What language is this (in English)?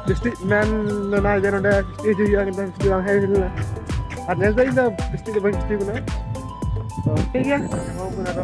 Santali